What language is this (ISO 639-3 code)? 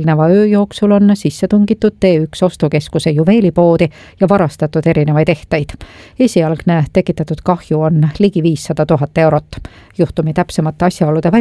est